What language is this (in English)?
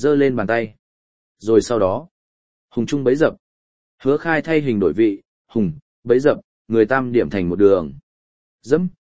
Vietnamese